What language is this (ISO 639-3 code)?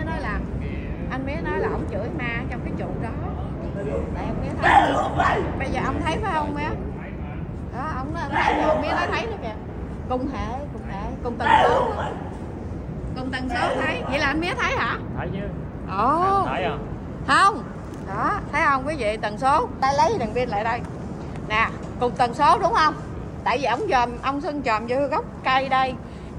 vie